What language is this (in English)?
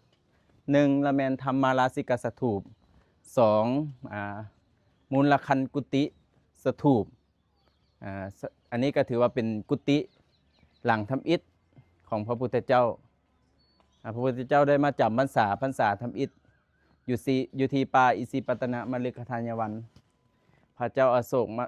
Lao